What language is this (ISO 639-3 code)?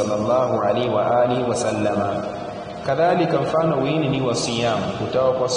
yao